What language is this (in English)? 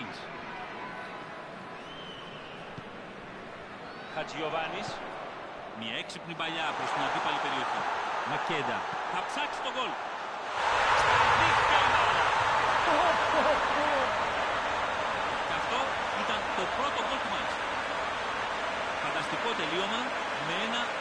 Greek